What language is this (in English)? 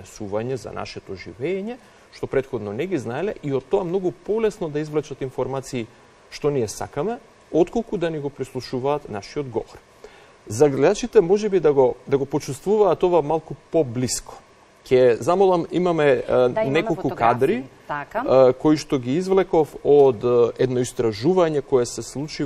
Macedonian